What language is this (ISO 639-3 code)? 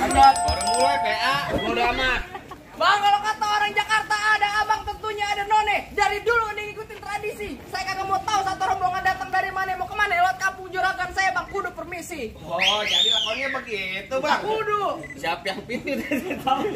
bew